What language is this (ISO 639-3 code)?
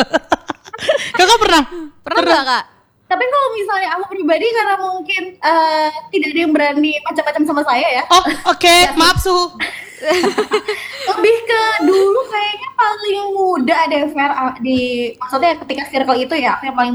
ind